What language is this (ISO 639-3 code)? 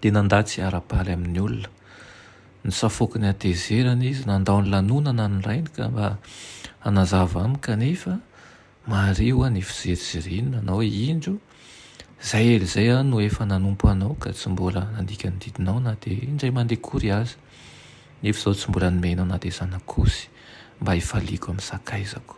mlg